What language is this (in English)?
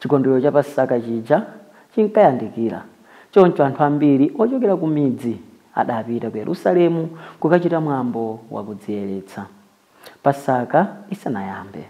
Nyanja